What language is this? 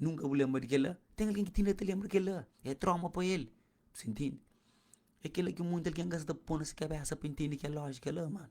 Kabuverdianu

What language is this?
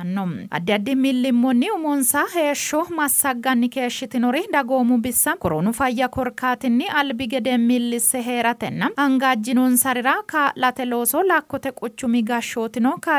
Sidamo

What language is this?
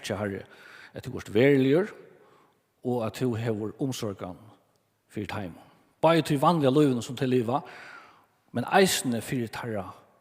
Faroese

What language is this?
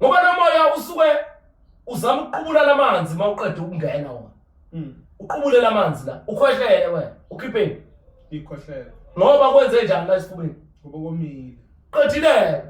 Zulu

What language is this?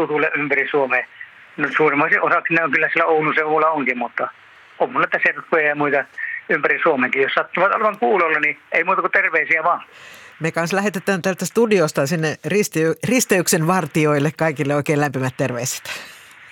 Finnish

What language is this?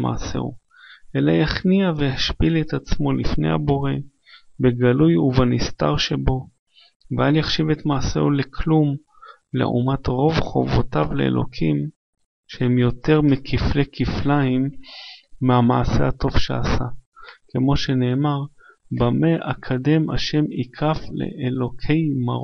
Hebrew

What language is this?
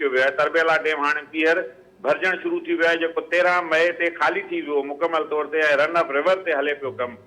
Sindhi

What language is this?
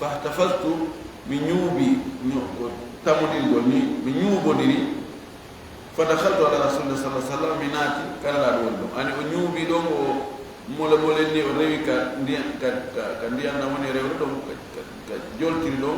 Fula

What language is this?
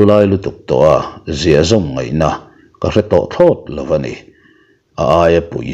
Mizo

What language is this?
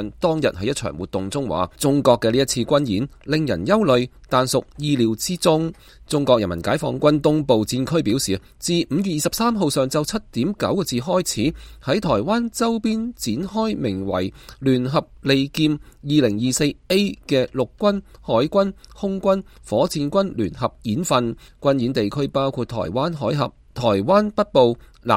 Cantonese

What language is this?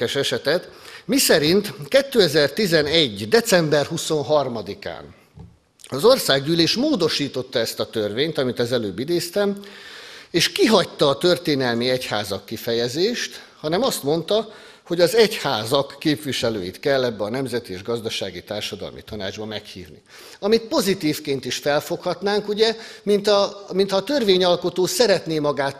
Hungarian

